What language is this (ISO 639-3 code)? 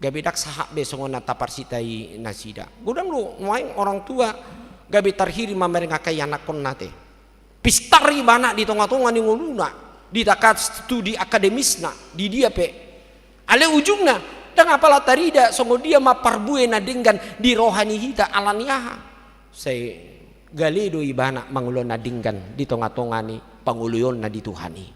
bbc